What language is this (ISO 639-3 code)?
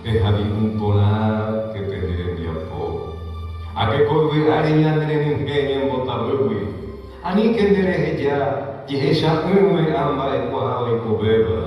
grn